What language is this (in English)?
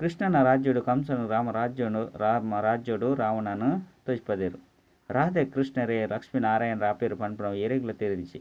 Tulu